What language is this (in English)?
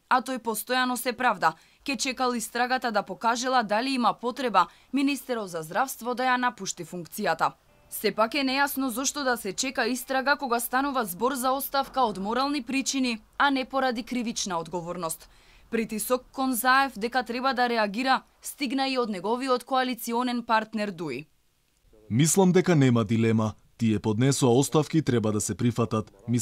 Macedonian